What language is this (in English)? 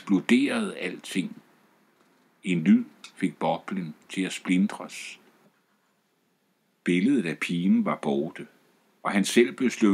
Danish